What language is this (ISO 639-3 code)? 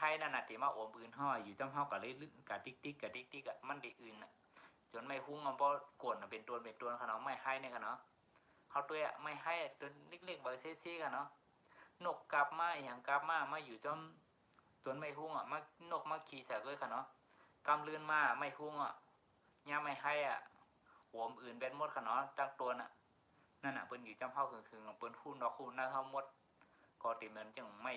shn